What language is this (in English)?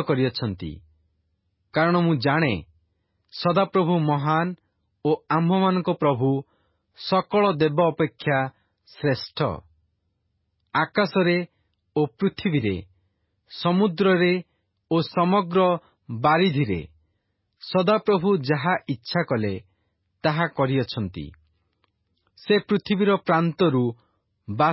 Odia